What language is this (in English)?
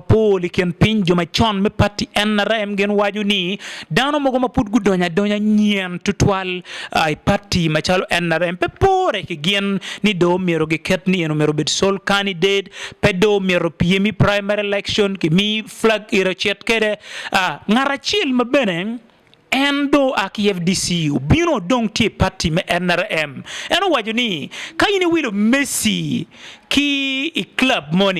Acoli